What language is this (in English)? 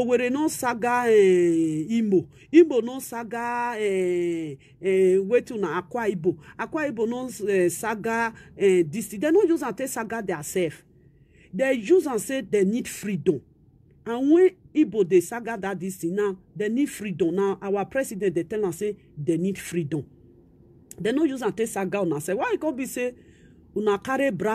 Nigerian Pidgin